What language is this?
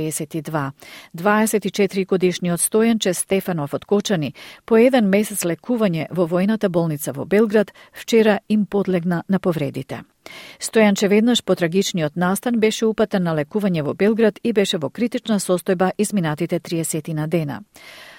Macedonian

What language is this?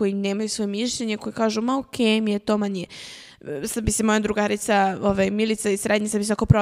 Serbian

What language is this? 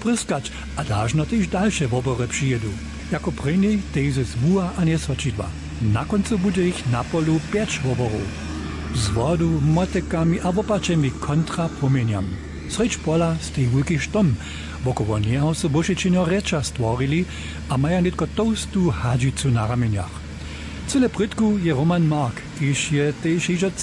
Upper Sorbian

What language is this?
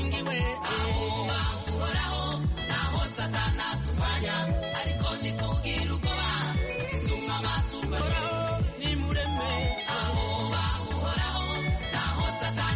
Kinyarwanda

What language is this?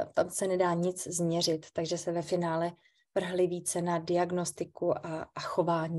Czech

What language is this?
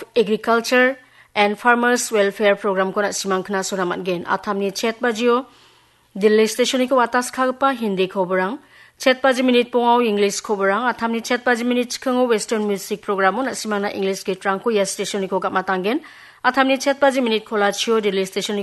Garo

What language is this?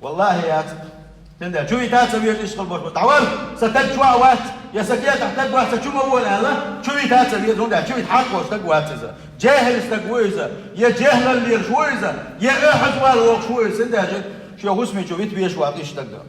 Chechen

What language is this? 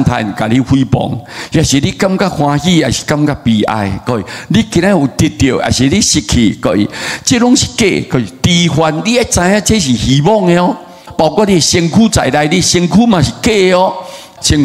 Min Nan Chinese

